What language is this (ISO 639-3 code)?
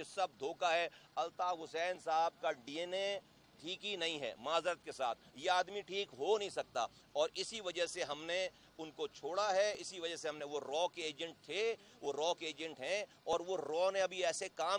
urd